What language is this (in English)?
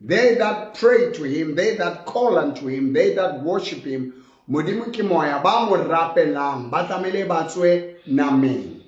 Southern Sotho